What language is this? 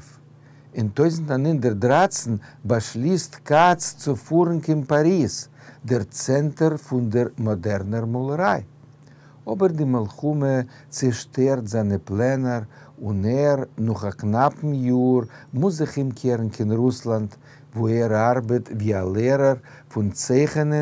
Yiddish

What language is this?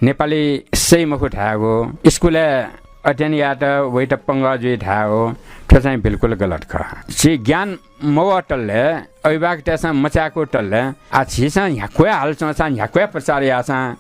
Newari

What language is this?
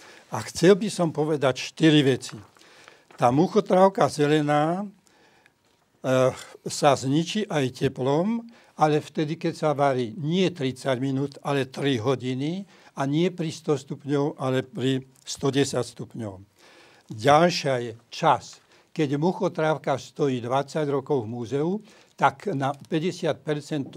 Slovak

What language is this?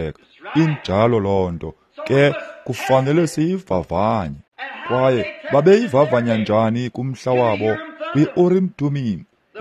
Xhosa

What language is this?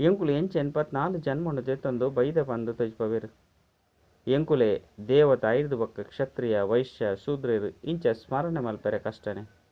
Tulu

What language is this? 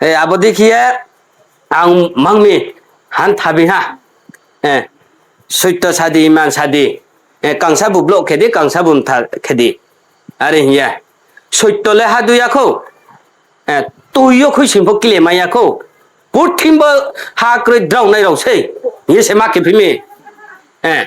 Riang (India)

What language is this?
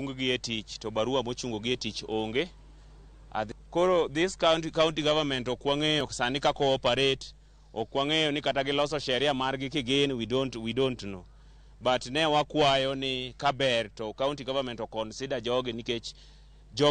Luo (Kenya and Tanzania)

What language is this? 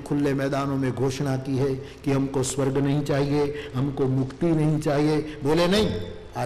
Hindi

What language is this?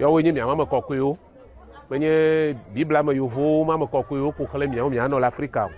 Ewe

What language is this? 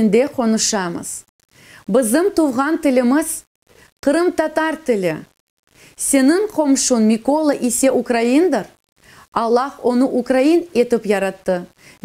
Crimean Tatar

